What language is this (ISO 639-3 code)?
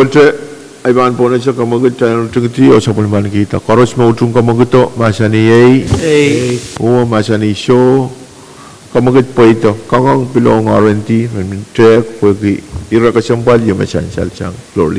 pon